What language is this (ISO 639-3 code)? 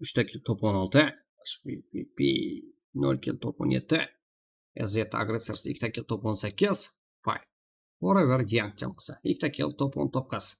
kaa